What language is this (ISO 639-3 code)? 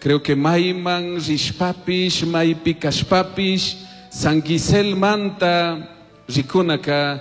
qug